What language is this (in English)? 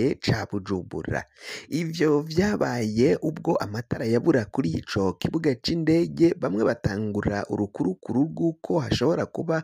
Rundi